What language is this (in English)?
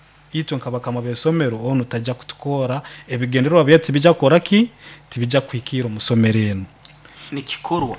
Nyoro